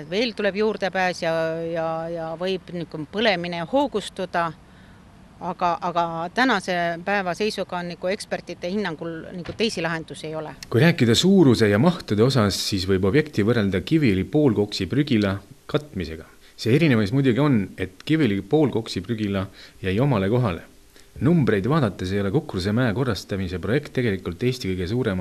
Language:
Estonian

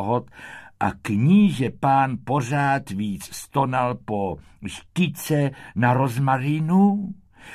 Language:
Czech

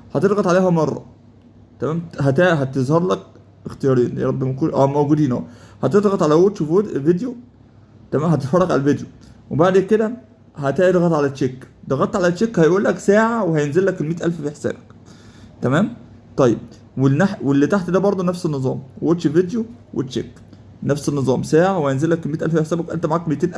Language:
Egyptian Arabic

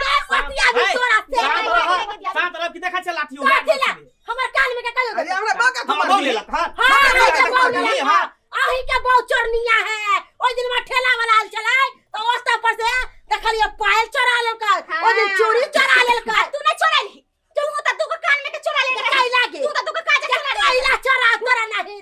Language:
Maithili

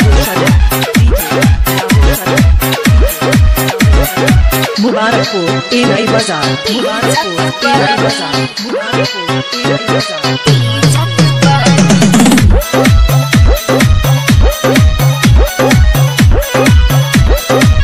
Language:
Bhojpuri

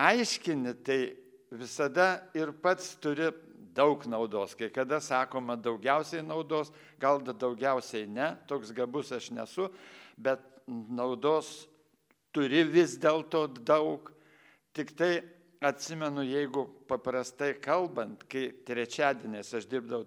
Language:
Lithuanian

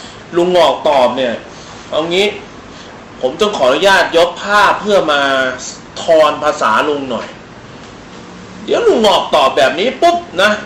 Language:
Thai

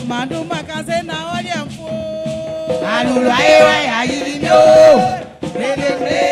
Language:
Baoulé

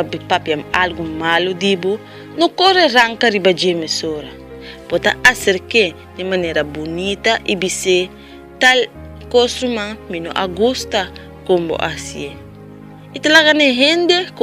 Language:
Papiamento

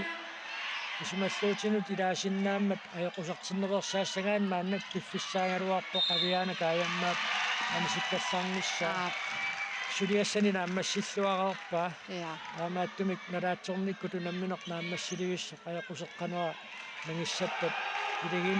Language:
Kalaallisut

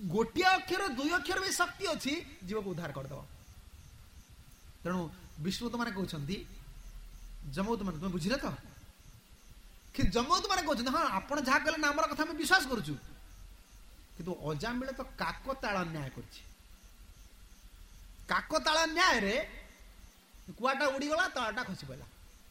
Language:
Odia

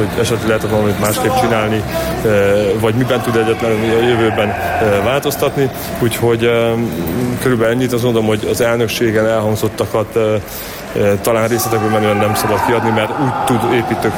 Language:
Hungarian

